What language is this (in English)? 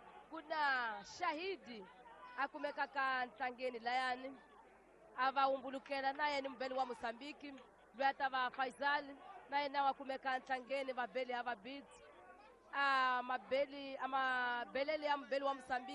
Tsonga